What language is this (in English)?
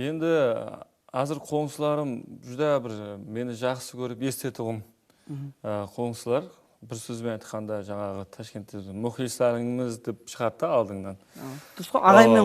Kara-Kalpak